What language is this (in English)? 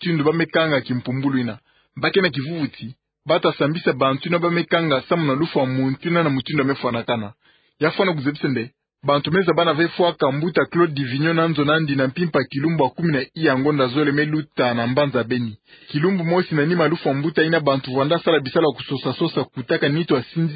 Kituba (Democratic Republic of Congo)